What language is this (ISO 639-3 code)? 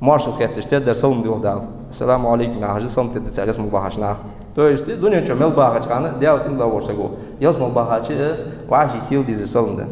inh